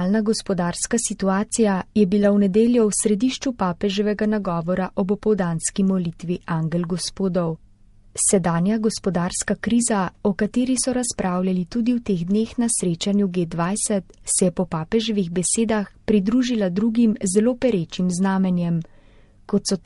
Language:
Slovenian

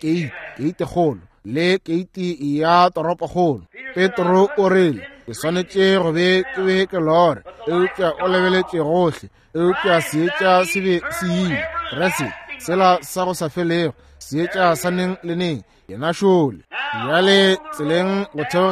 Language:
Northern Sotho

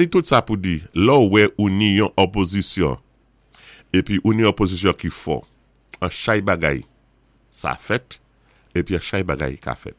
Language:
Saint Lucian Creole French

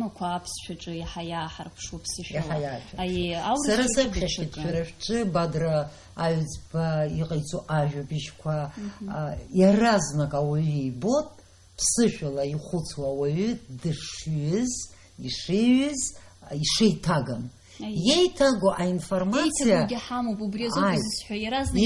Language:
Abkhazian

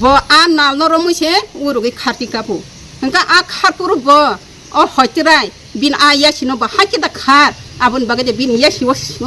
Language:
Kok Borok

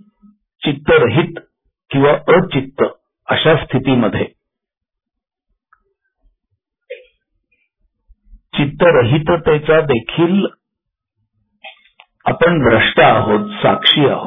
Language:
Marathi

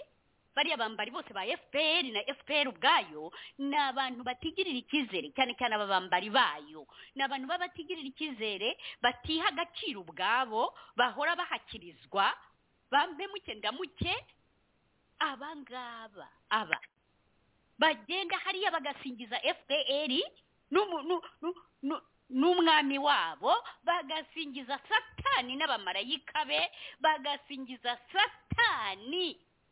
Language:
Kinyarwanda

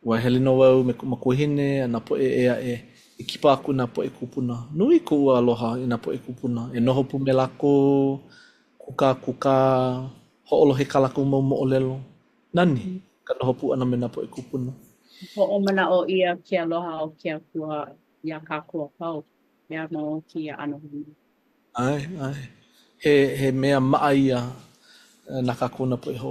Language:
Hawaiian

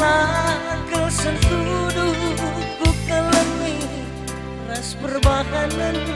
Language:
Batak Karo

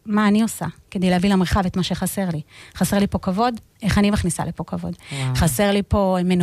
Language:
Hebrew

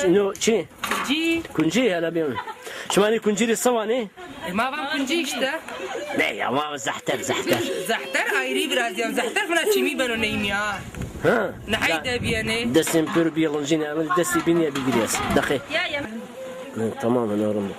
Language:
Zaza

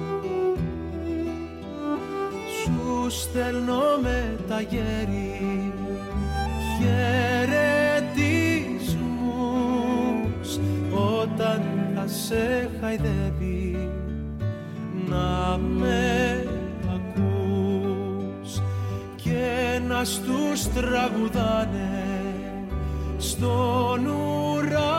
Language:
Greek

